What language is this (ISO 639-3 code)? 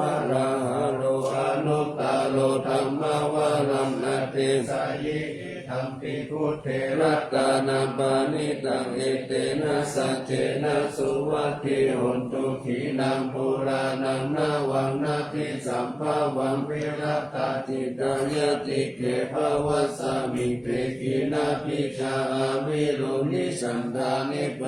pli